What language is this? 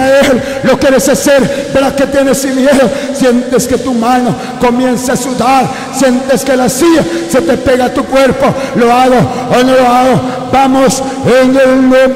Spanish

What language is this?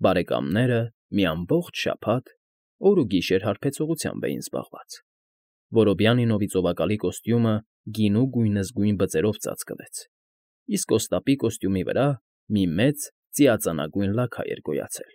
Armenian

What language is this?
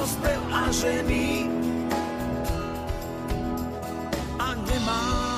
Slovak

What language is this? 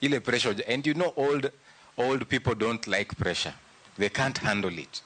Luo (Kenya and Tanzania)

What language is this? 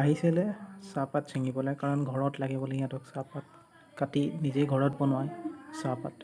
Assamese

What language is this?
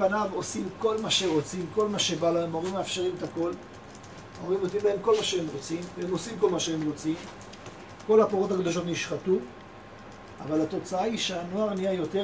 Hebrew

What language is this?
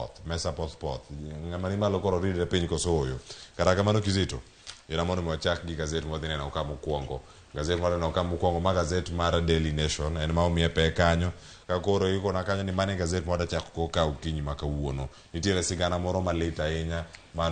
Luo (Kenya and Tanzania)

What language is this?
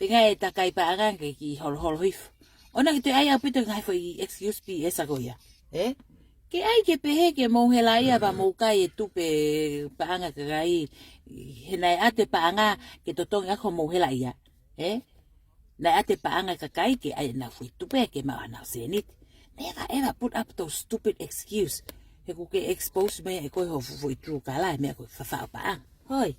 Tongan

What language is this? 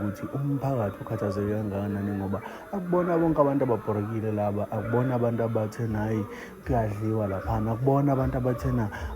Zulu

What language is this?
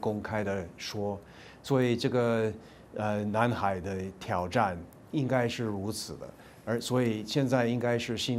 Chinese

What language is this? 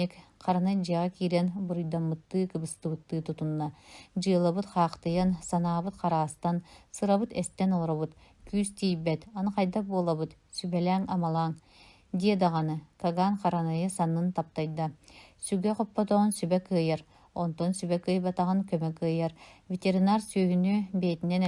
Yakut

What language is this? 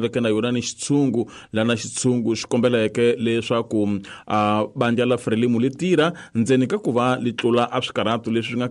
Tsonga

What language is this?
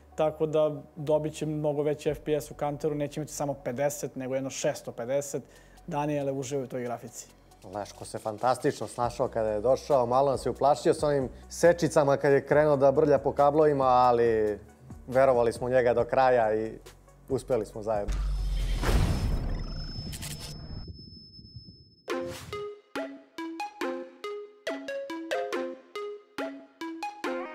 Serbian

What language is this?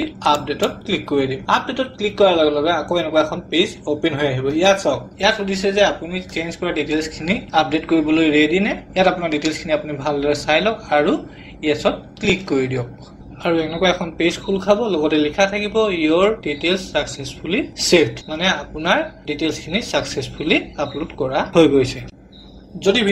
Assamese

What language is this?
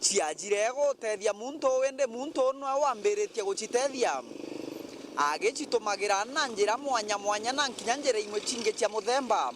Meru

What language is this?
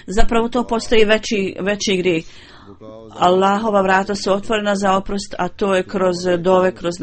Bosnian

